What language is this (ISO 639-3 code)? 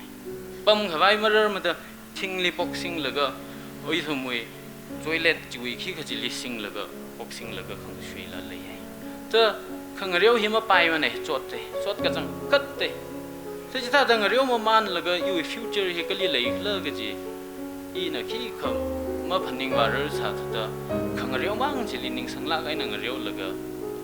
nmf